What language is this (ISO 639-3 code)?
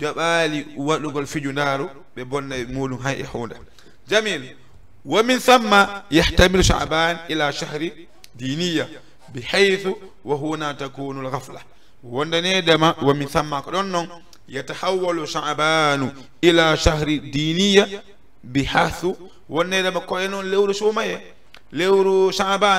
ful